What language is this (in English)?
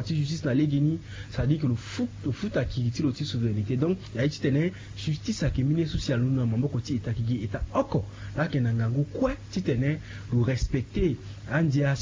Sango